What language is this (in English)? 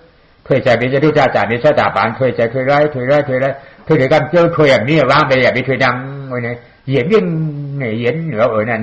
Shan